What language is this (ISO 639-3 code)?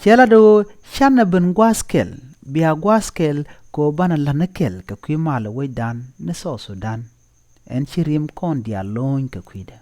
nus